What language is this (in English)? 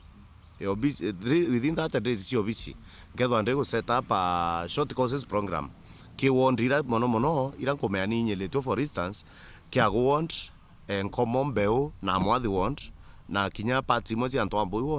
Meru